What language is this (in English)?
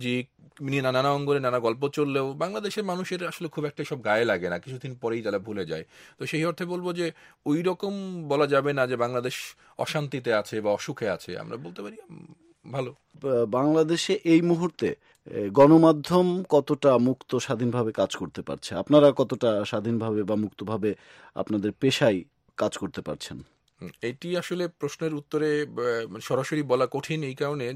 Bangla